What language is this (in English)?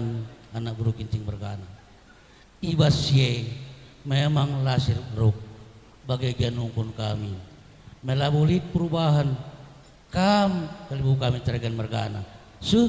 Batak Karo